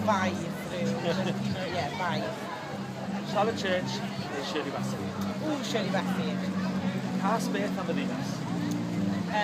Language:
Welsh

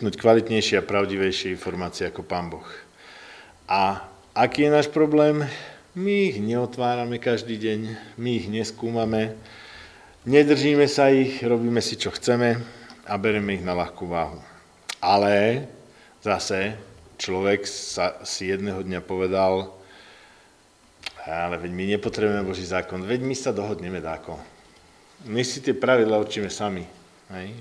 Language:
Slovak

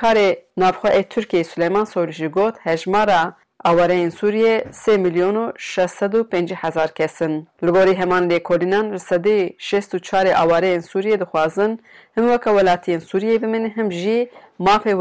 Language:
Kurdish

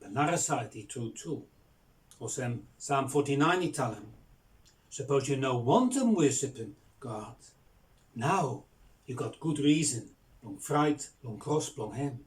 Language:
Bislama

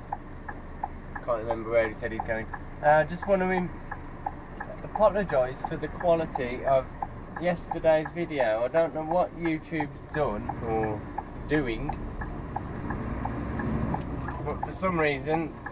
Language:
English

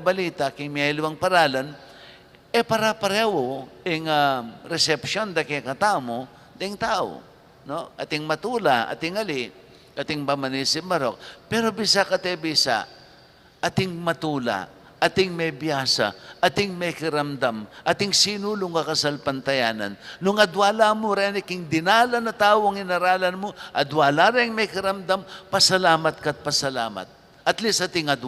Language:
Pampanga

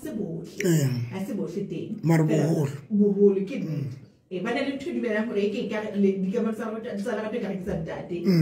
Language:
Southern Sotho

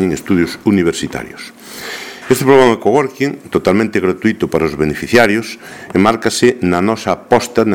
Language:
Galician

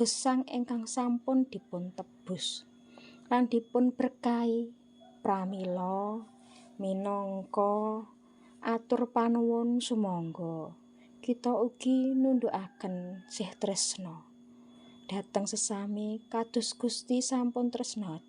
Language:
Javanese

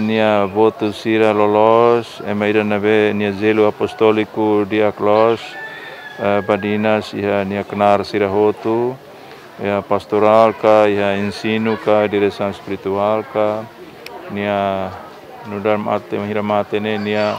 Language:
Tetum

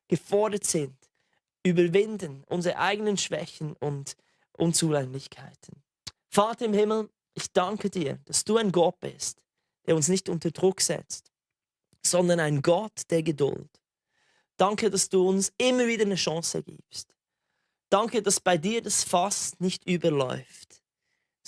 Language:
Swiss German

